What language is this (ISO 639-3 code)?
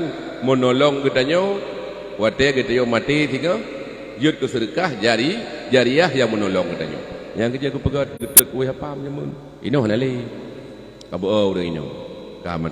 ace